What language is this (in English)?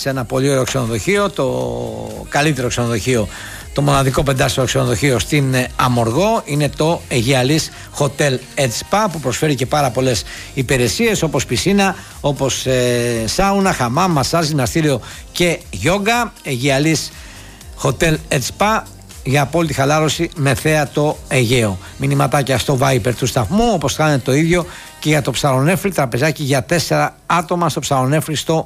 Greek